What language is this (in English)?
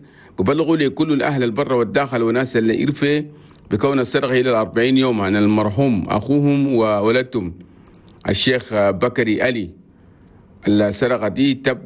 Chadian Arabic